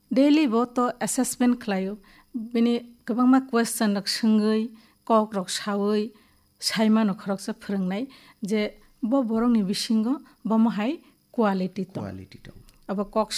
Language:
Kok Borok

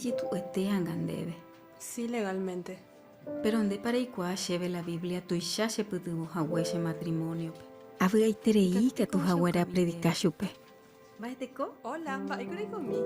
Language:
Guarani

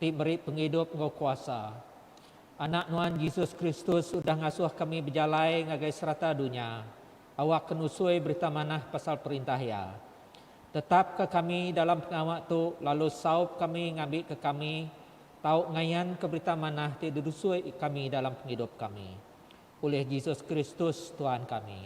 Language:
Iban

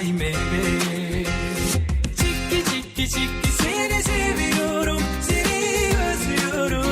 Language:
Kara-Kalpak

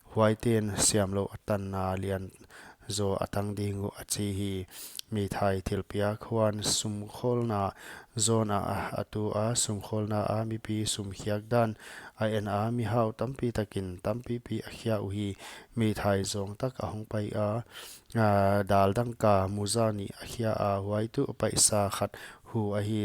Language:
Paite Chin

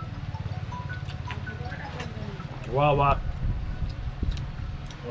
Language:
Marathi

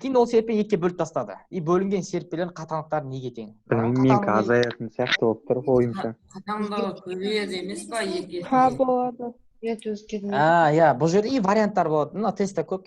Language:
Kazakh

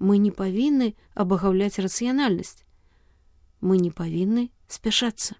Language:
Belarusian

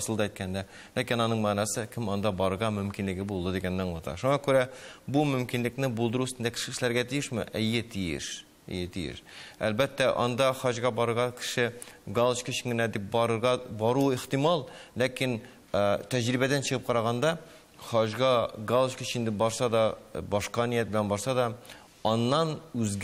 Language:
Tatar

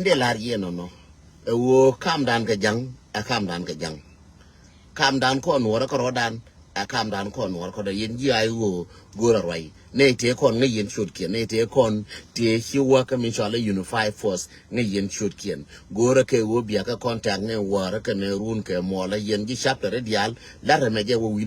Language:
Nuer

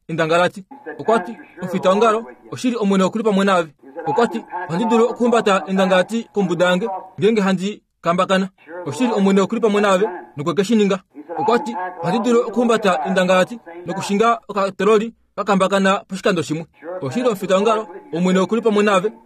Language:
Kuanyama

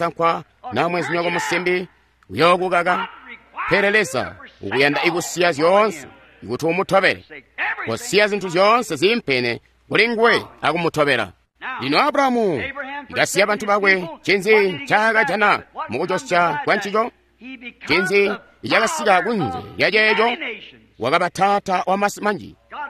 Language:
Tonga (Zambia)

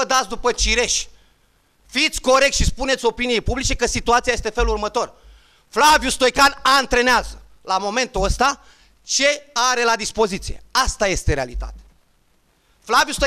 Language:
Romanian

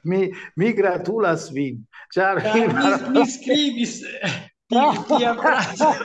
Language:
Esperanto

